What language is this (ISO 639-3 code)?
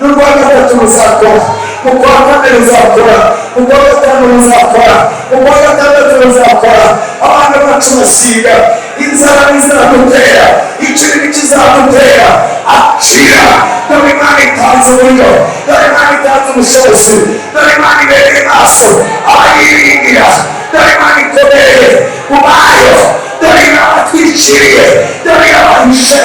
kin